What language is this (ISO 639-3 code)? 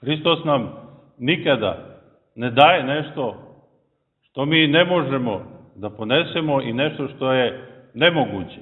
srp